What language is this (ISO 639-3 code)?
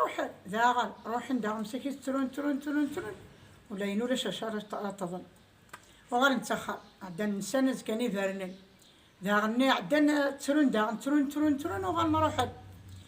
kab